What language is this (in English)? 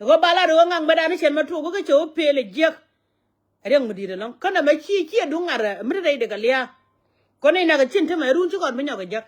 Nuer